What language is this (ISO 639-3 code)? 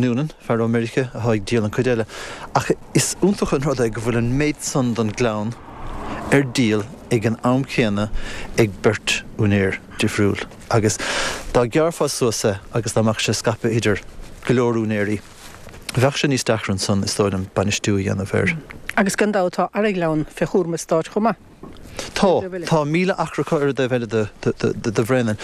gle